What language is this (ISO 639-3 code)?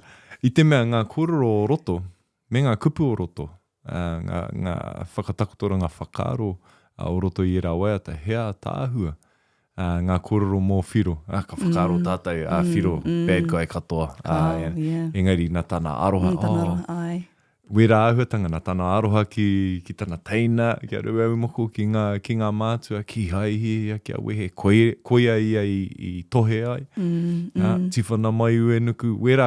mri